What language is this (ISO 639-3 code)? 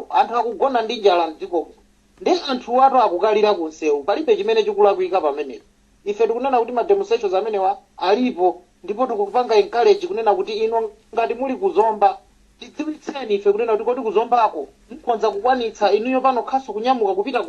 nya